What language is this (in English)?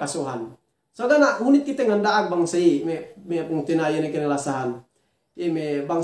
Yakan